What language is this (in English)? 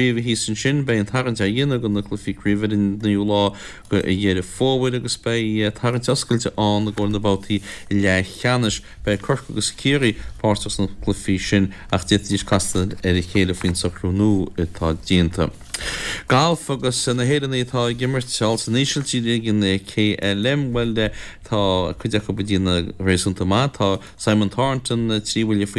Irish